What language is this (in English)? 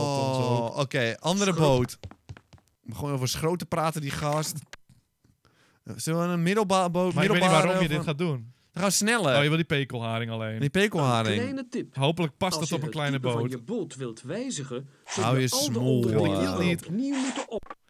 Dutch